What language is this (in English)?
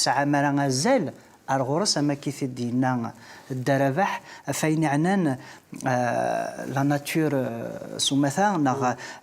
Kabyle